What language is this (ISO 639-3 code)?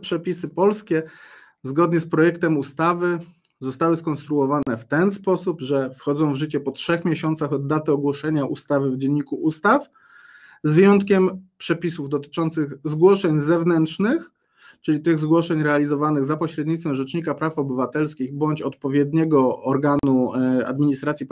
pol